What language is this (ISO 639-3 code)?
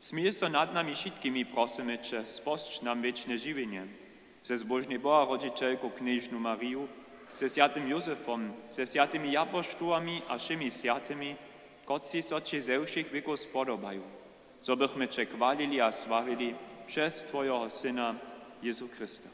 hsb